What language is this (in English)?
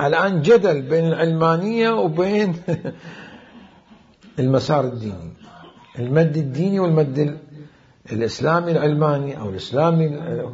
Mesopotamian Arabic